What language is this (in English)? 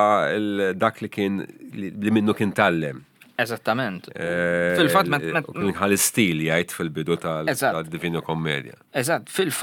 Maltese